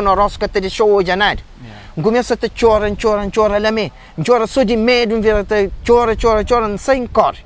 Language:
Kabuverdianu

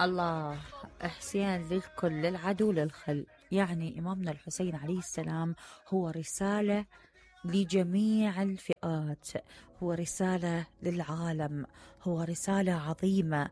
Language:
Mesopotamian Arabic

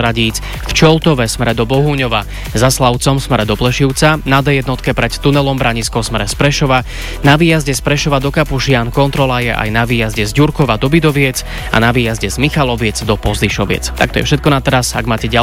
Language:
Slovak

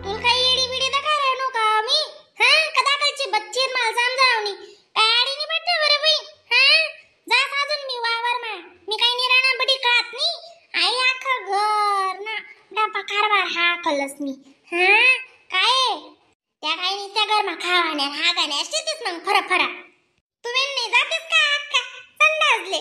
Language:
Khandesi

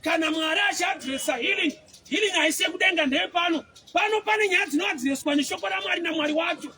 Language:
Shona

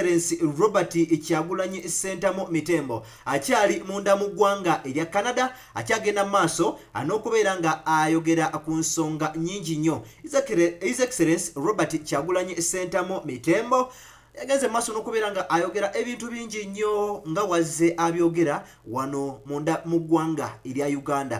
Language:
Ganda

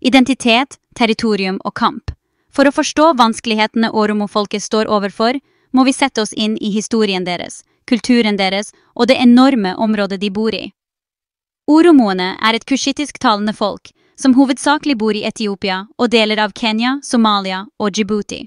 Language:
Norwegian Bokmål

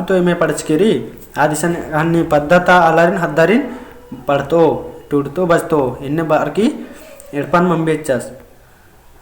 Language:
Kurukh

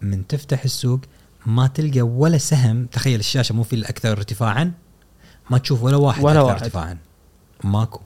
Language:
Gulf Arabic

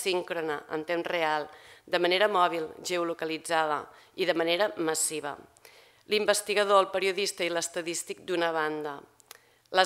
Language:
Catalan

